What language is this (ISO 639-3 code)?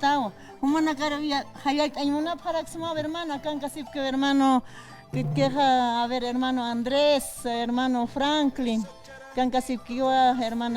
aym